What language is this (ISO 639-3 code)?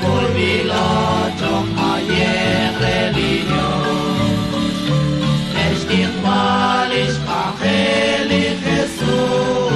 kek